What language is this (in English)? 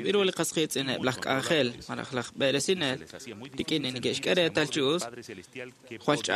Kekchí